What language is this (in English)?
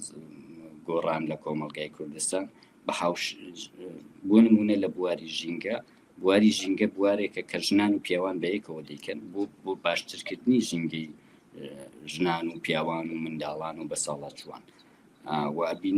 Central Kurdish